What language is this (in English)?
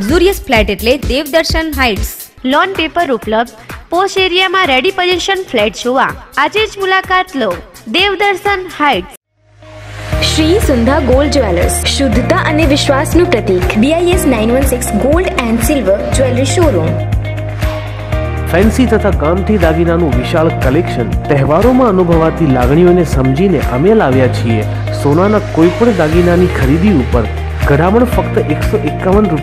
Gujarati